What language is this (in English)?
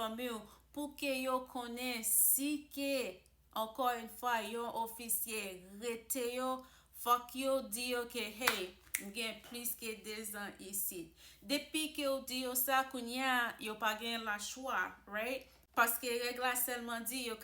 Haitian Creole